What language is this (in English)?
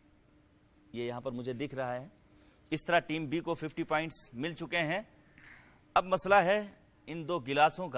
Urdu